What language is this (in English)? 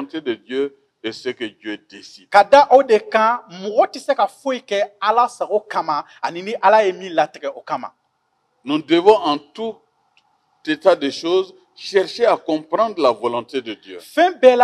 Bambara